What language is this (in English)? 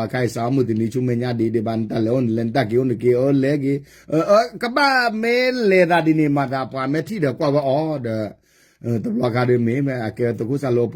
S'gaw Karen